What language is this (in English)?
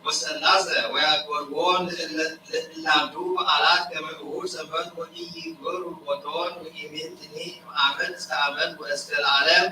Geez